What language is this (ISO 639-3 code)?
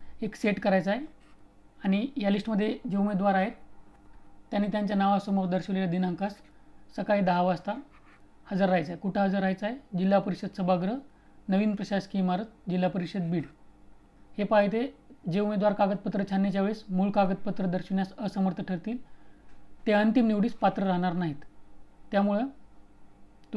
mar